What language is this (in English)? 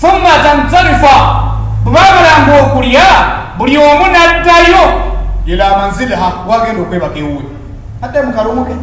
Ganda